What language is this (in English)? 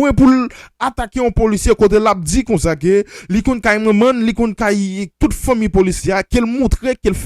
Haitian Creole